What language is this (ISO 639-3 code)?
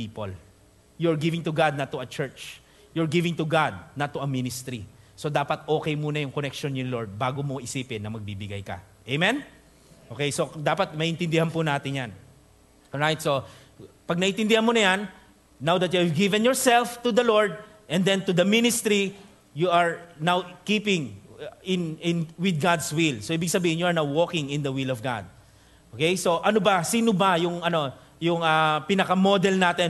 fil